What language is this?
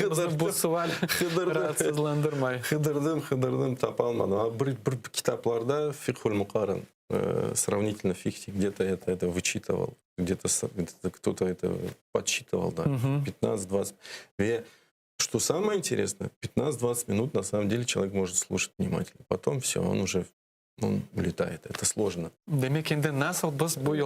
Crimean Tatar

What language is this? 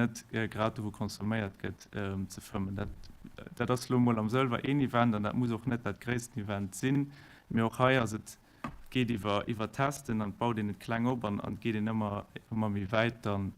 Luxembourgish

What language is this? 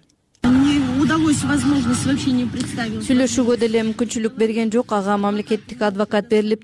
Kyrgyz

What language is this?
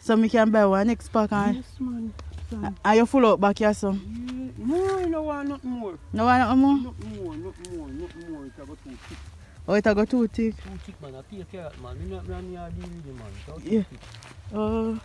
Jamaican Creole English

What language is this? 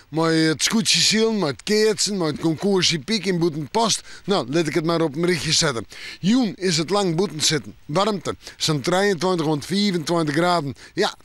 Western Frisian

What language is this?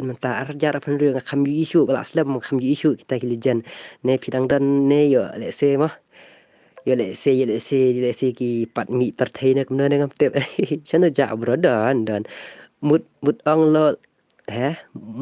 Khasi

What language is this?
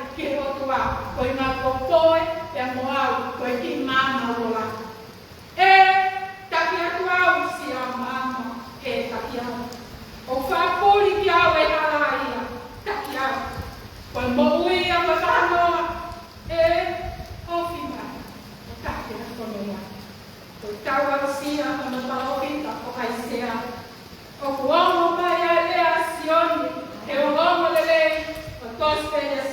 Tongan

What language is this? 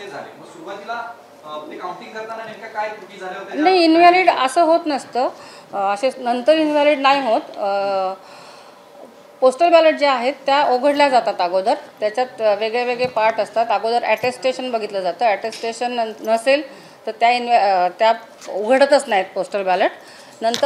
Marathi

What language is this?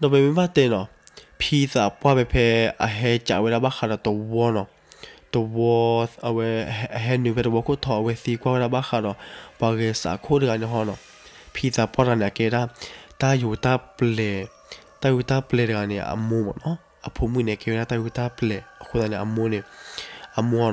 S'gaw Karen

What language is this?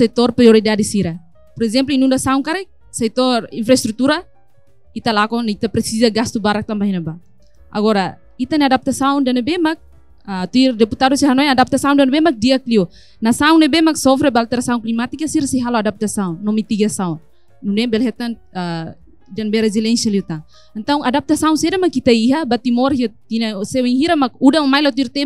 Tetum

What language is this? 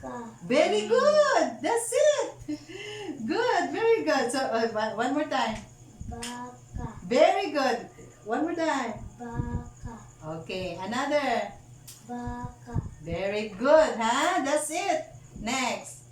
Cebuano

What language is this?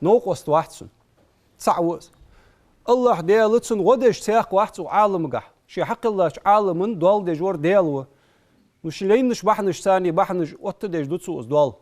Ingush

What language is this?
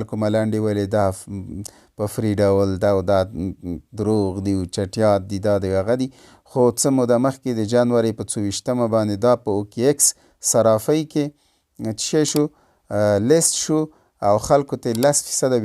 Pashto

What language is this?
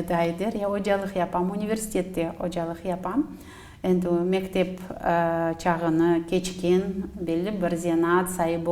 Crimean Tatar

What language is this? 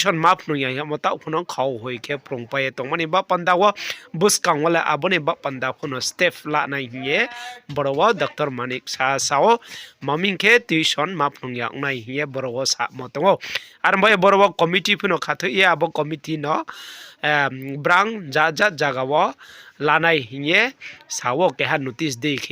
Riang (India)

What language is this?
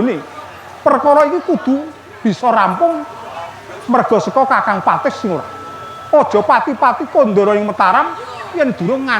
Javanese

